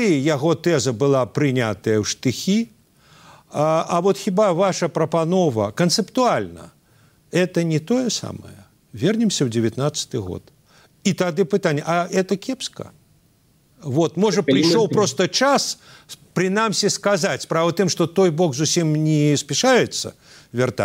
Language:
Belarusian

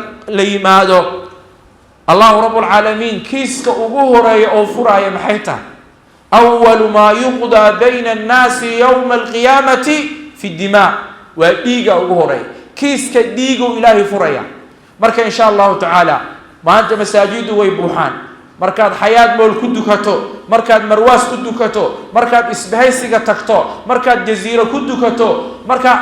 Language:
Somali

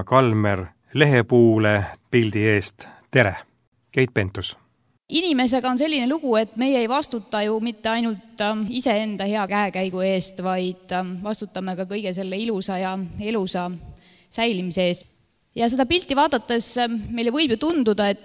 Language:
Estonian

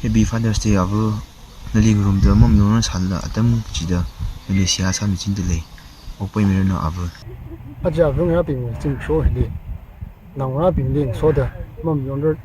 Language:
Tangkhul Naga (India)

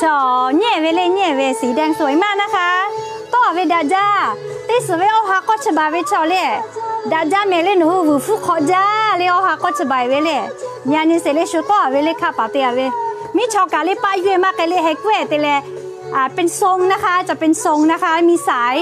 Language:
Lahu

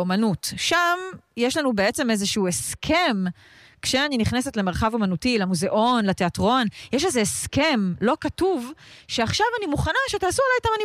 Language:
Hebrew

